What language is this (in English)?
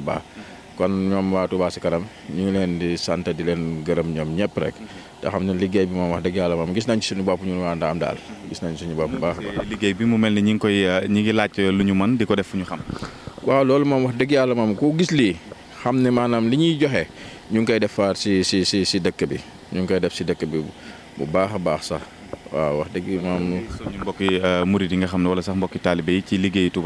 Wolof